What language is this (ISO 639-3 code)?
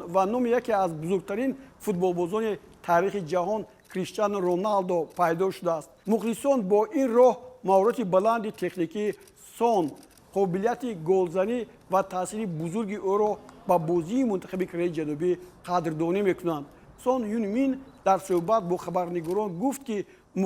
tgk